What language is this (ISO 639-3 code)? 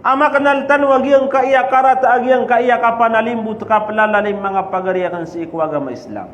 mrw